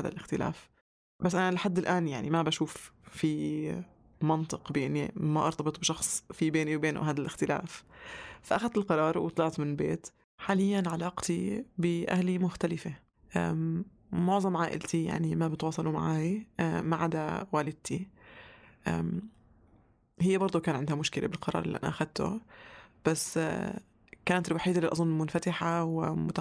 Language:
North Levantine Arabic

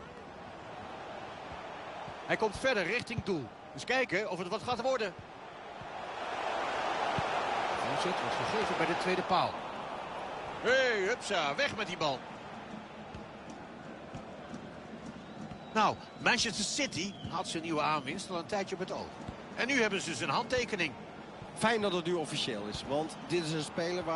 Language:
Dutch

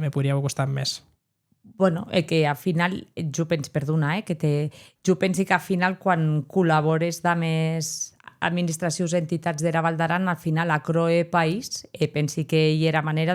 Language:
Occitan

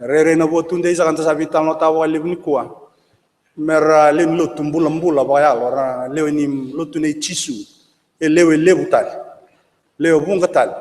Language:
Fijian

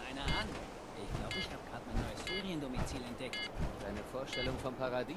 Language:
German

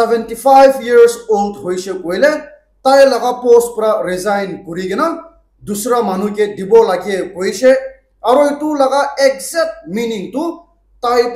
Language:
Naga Pidgin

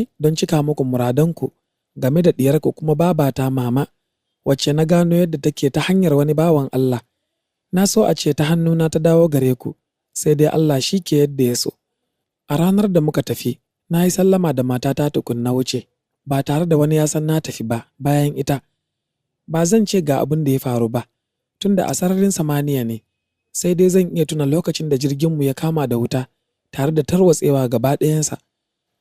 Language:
Hausa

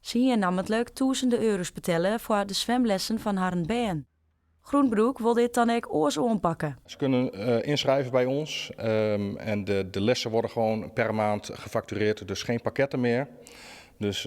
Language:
Western Frisian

